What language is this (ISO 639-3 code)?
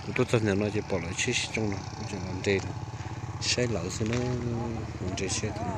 hmn